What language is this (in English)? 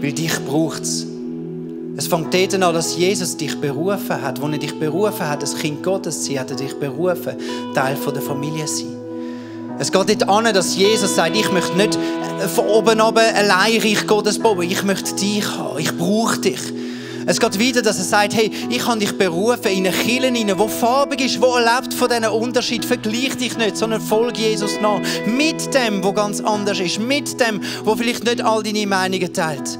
Swiss German